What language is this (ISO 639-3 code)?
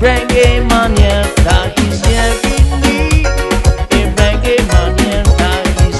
tah